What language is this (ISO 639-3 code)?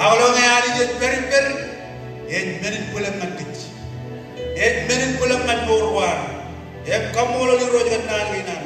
mah